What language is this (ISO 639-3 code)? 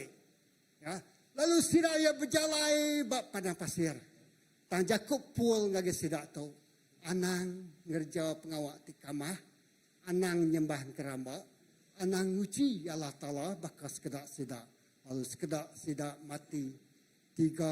iba